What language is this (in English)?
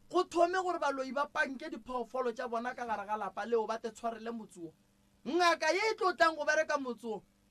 Northern Sotho